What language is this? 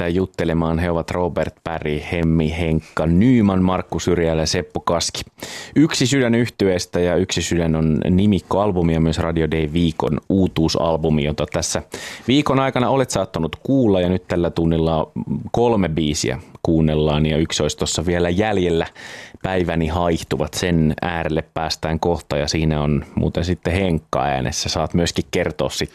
Finnish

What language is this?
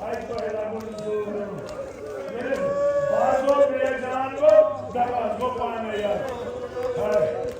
Kashmiri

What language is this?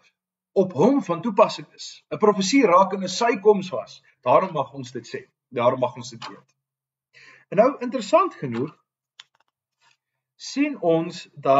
Afrikaans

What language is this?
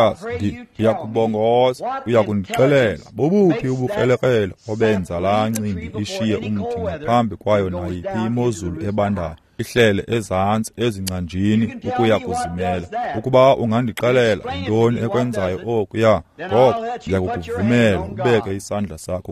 Xhosa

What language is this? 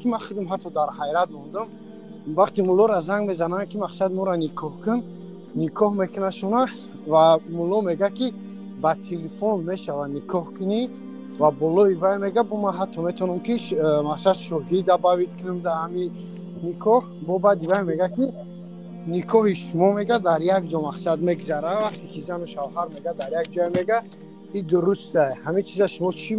Tajik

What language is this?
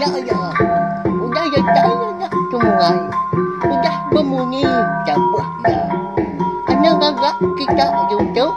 Iban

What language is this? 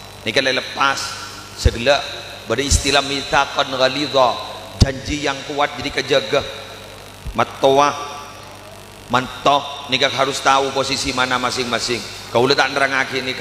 Madurese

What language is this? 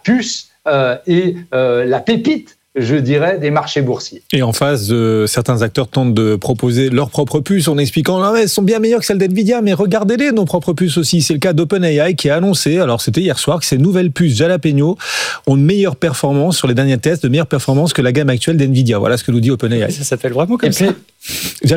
French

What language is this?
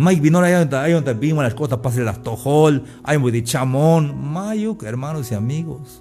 Tzeltal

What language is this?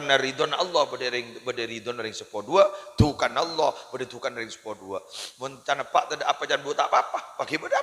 Madurese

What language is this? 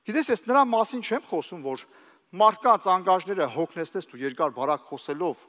Armenian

